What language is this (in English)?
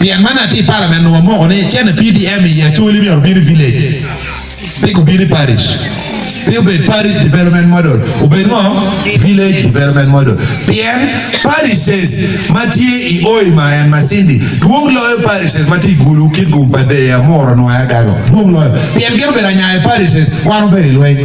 Acoli